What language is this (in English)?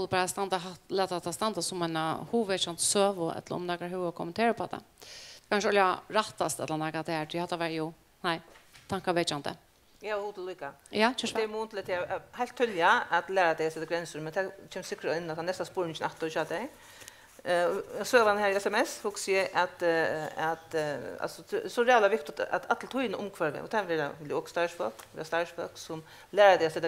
Faroese